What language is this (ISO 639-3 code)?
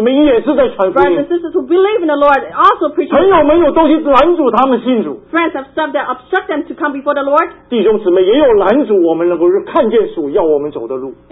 zho